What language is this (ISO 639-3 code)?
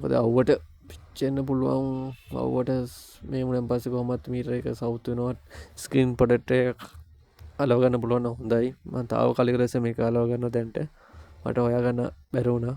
sin